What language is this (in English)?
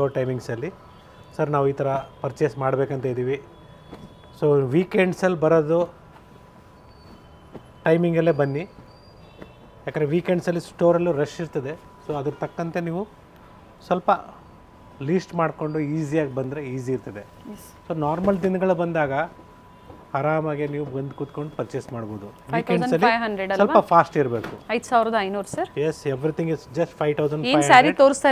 Kannada